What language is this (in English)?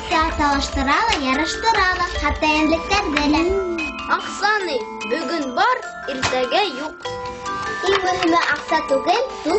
Bashkir